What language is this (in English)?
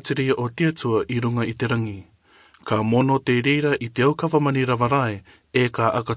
Rarotongan